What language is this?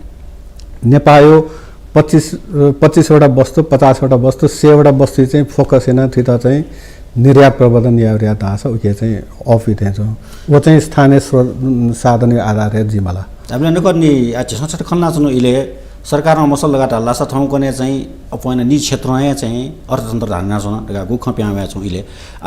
Newari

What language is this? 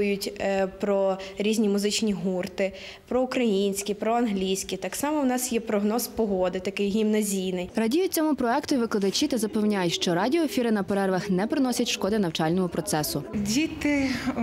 Ukrainian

